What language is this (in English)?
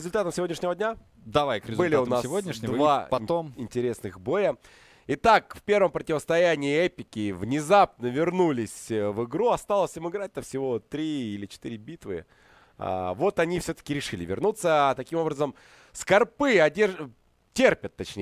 Russian